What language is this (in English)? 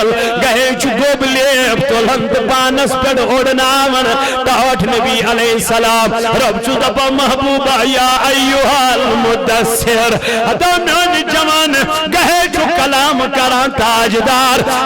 Kashmiri